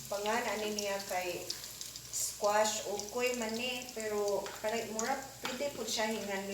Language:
Cebuano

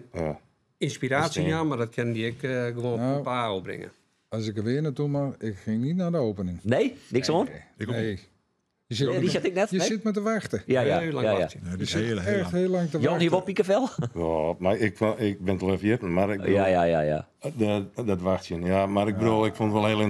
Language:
Western Frisian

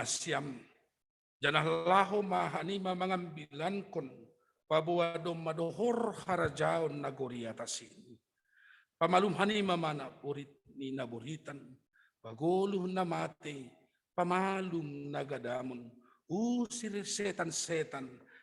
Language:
Batak Simalungun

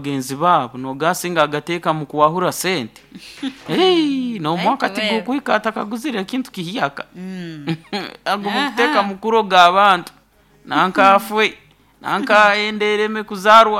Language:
Nyoro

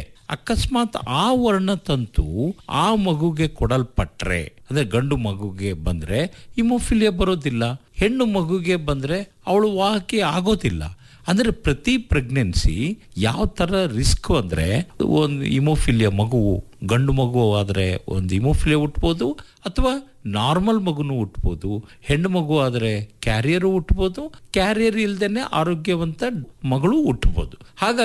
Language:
Kannada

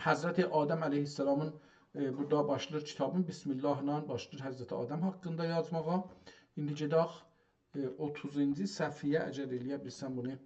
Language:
South Azerbaijani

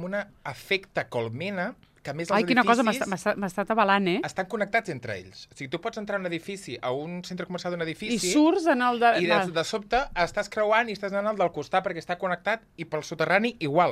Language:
Catalan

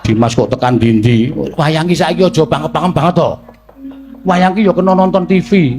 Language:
Javanese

